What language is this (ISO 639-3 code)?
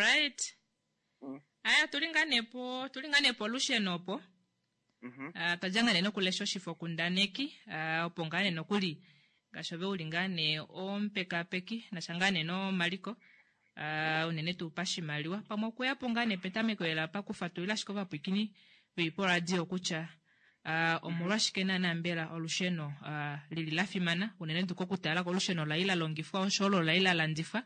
kua